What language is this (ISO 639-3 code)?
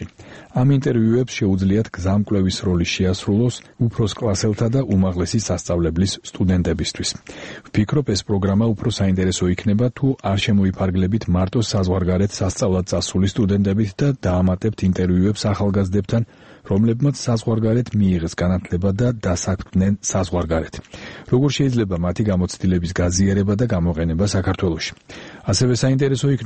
kat